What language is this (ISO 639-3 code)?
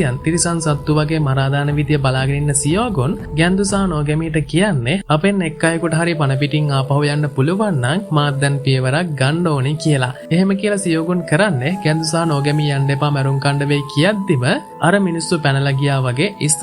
sin